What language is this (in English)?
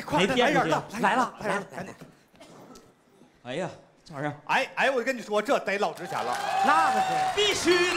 Chinese